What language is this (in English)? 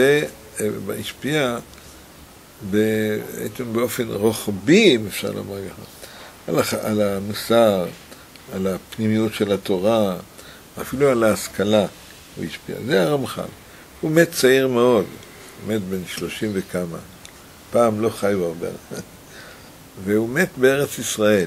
Hebrew